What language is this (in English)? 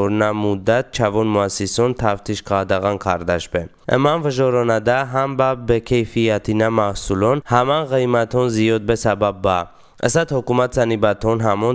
Talysh